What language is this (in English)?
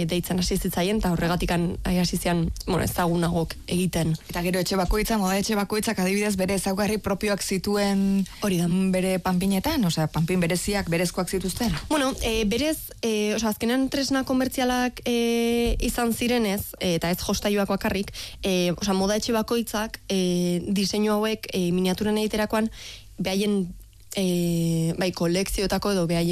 Basque